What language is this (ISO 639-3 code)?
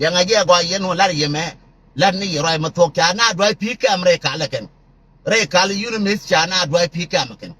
nus